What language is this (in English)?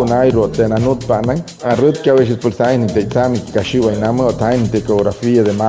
Wayuu